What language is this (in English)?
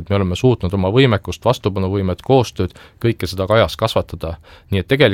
Estonian